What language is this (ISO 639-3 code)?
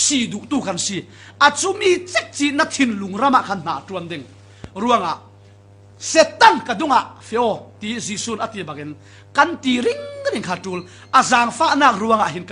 cfm